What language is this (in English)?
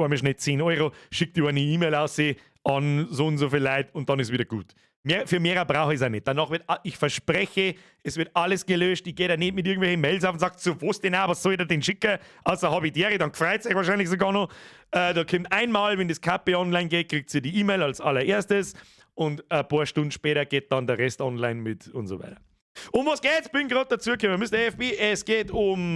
Bavarian